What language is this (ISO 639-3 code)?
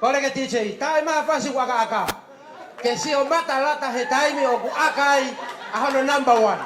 ton